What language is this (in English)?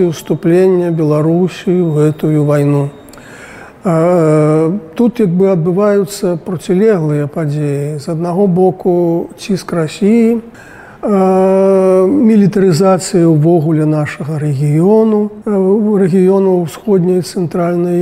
Belarusian